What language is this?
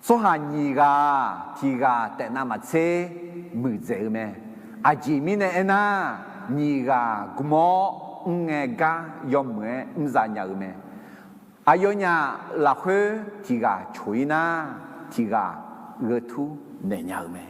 Akha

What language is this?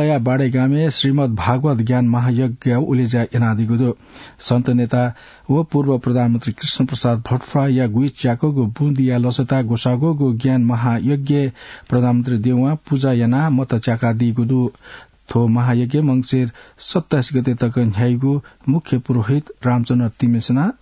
Newari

